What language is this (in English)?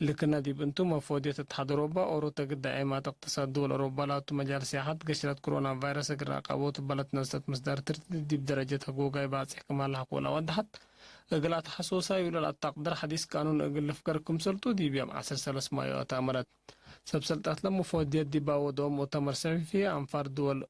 Tigre